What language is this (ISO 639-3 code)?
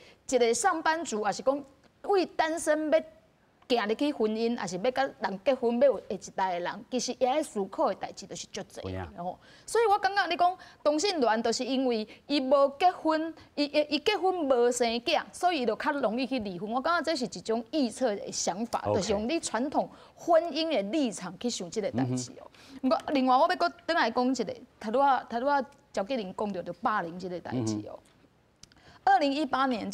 nan